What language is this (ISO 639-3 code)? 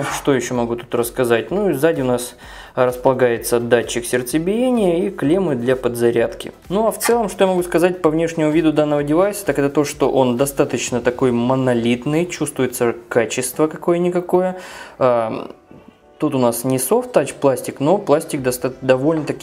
rus